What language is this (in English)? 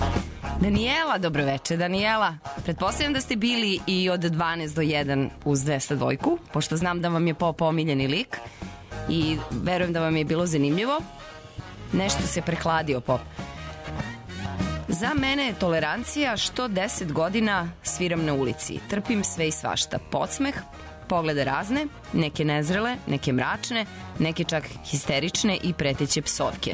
Serbian